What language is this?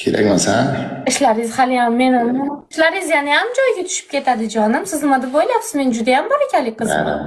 Uzbek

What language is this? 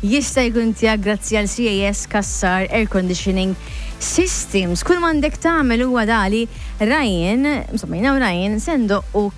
Maltese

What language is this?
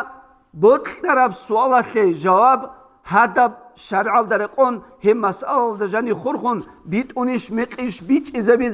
Avaric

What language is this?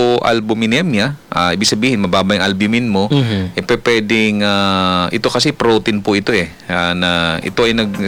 Filipino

